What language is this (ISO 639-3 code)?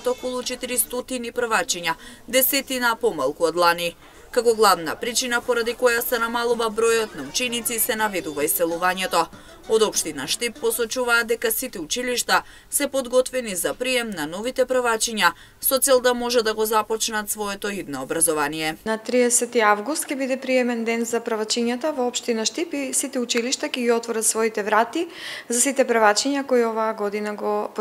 mkd